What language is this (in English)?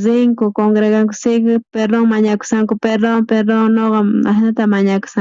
South Bolivian Quechua